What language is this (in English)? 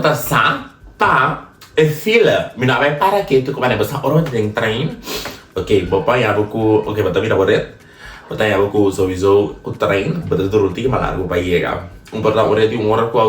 Papiamento